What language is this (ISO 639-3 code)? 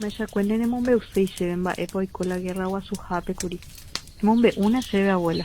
grn